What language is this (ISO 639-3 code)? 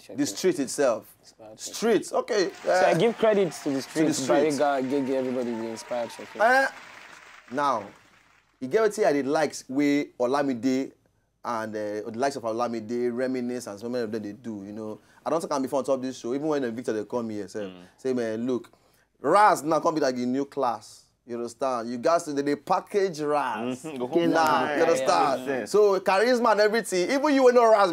pcm